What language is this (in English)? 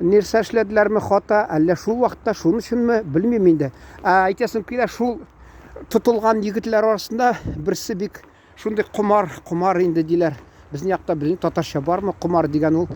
Tatar